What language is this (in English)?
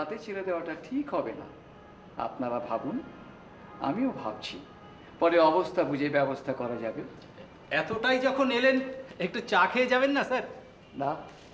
Bangla